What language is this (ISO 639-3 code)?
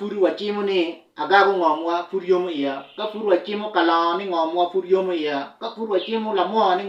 ach